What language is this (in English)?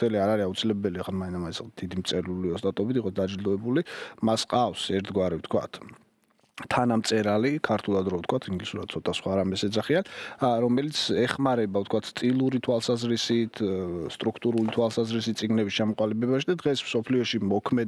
Georgian